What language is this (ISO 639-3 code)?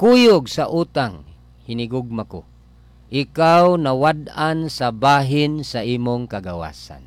ceb